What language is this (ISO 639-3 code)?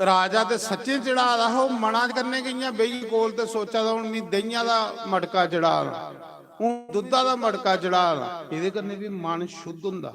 doi